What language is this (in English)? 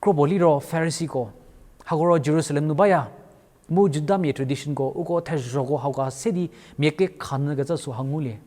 Angami Naga